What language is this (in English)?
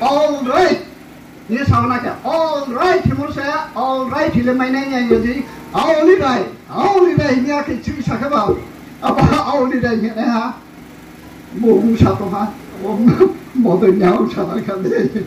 Riang (India)